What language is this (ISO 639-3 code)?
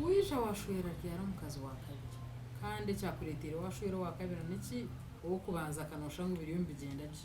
nyn